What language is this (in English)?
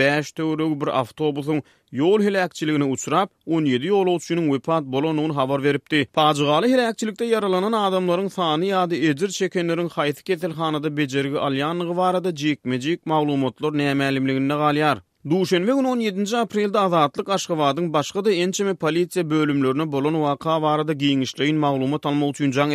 Turkmen